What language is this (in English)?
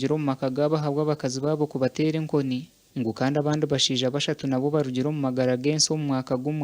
Nyankole